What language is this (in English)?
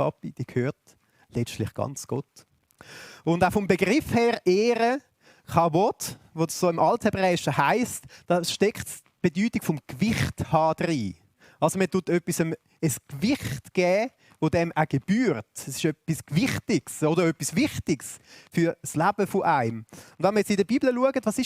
Swiss German